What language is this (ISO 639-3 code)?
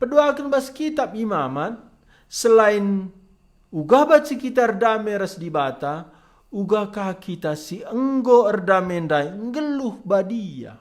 btx